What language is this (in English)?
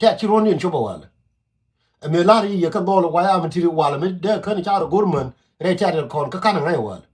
Nuer